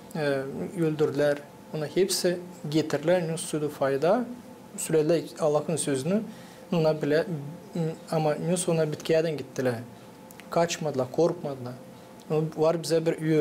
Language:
Gagauz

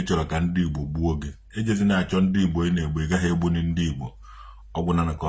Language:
Igbo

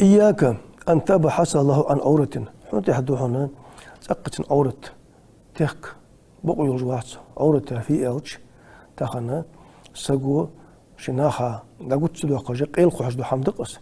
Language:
Ingush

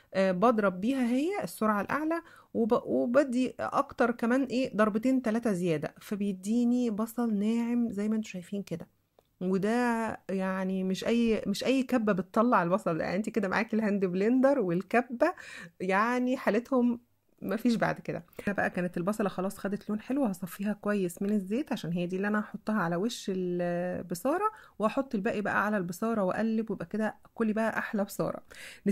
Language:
Egyptian Arabic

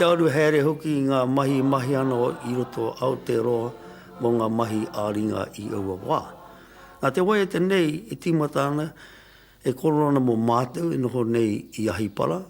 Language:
Māori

